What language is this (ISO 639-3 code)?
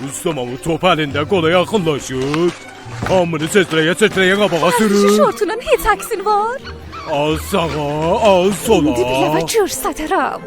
azb